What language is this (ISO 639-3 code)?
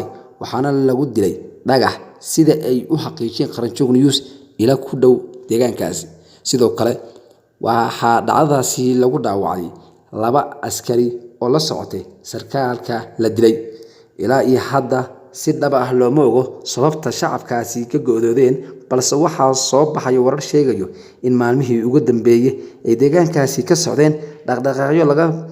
som